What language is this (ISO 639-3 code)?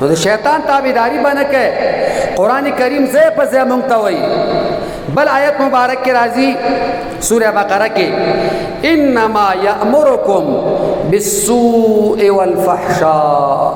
pus